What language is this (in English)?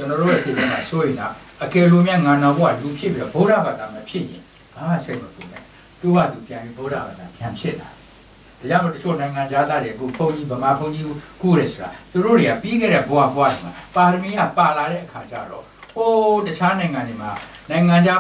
Burmese